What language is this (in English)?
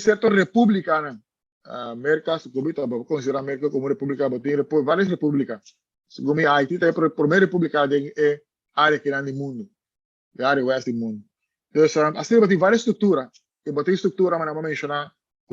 Papiamento